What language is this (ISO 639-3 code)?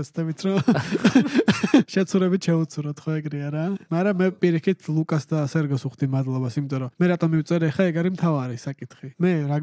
kat